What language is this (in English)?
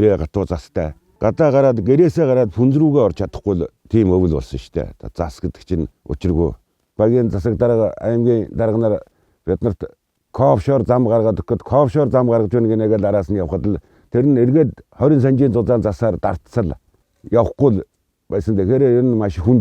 Mongolian